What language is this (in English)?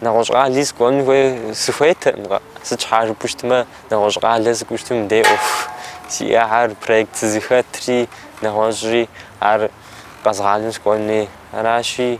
Kabardian